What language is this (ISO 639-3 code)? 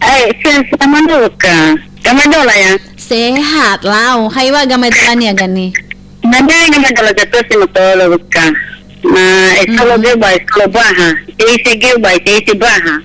nia